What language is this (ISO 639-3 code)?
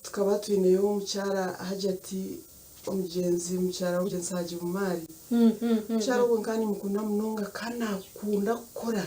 nyn